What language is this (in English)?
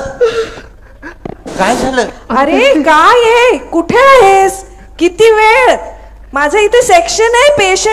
Marathi